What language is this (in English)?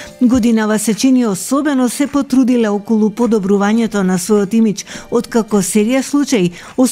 Macedonian